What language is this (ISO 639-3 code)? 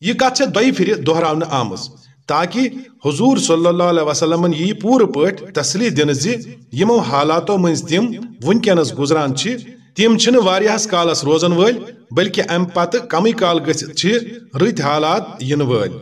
kas